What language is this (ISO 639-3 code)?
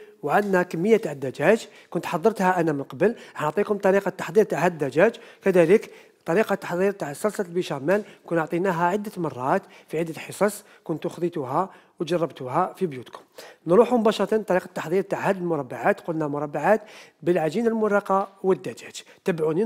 arq